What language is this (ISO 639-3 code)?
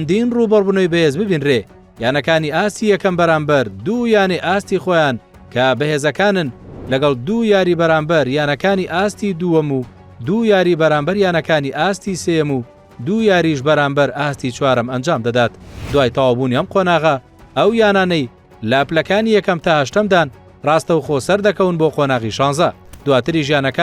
ckb